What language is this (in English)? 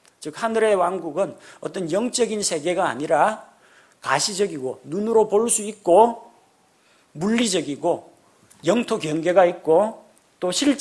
Korean